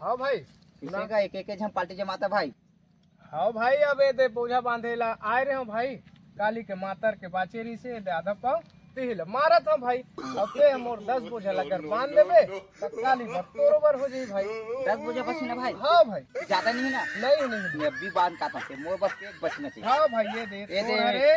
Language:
Chhattisgarhi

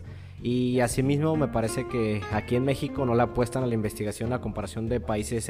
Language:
Spanish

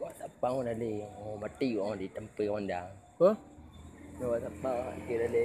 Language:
Achinese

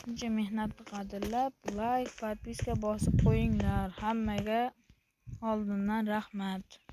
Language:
Uzbek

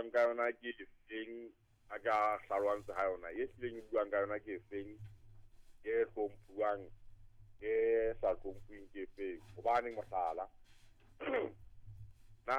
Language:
Southern Sotho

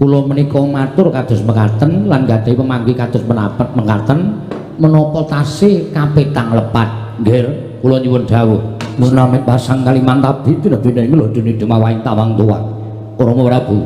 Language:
Javanese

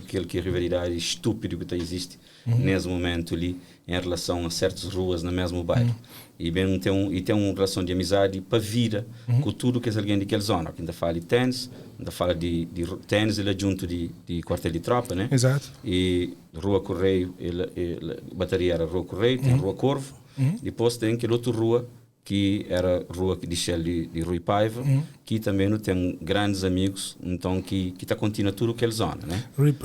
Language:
Kabuverdianu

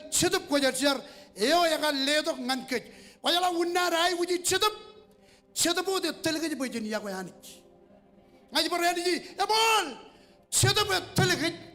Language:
Marshallese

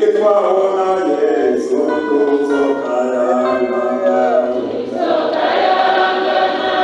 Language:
Rundi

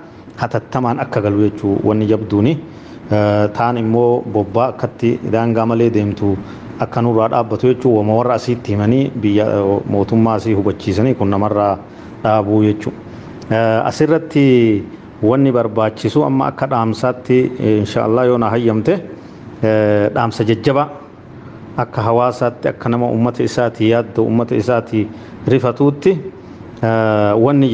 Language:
Oromo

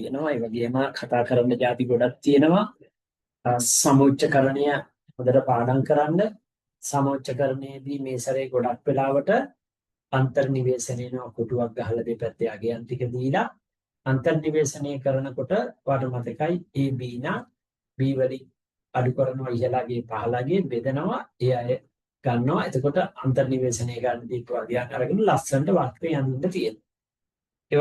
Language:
Sinhala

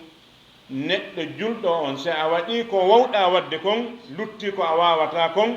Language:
Fula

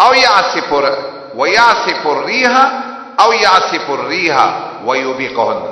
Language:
Pashto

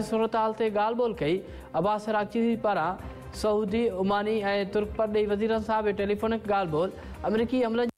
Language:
Sindhi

